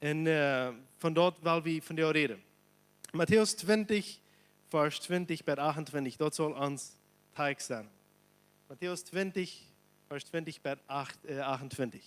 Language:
Plautdietsch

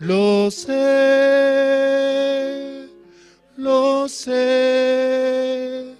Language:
Aymara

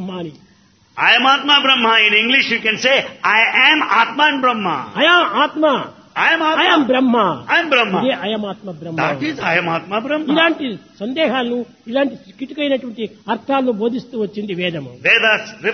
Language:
Telugu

